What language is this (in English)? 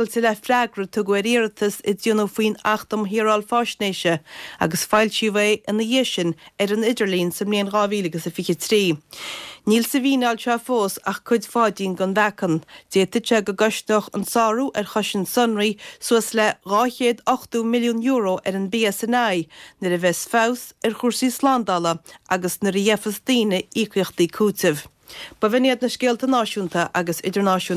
Irish